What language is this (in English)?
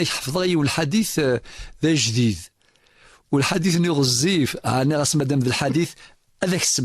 Kabyle